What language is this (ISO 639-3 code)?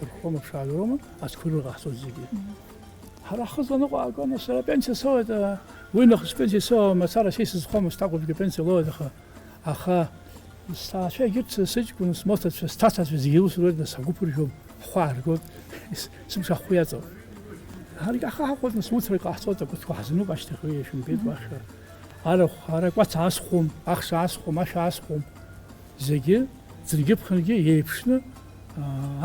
abk